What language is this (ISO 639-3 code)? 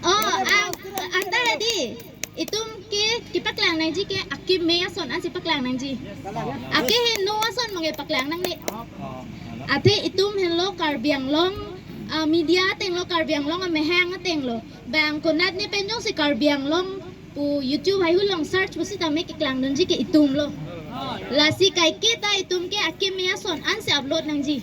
mjw